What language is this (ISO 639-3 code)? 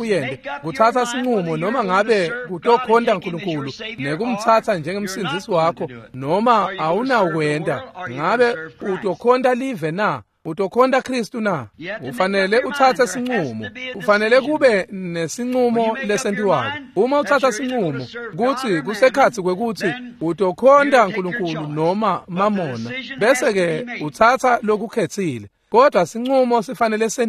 ssw